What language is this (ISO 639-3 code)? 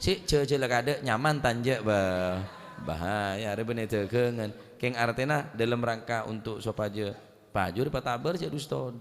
mad